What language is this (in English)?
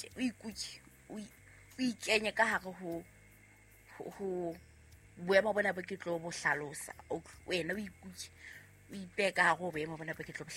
Southern Sotho